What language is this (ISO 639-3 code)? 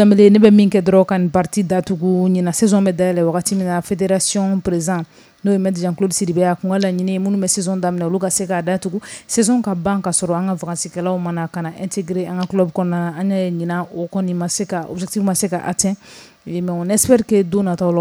bam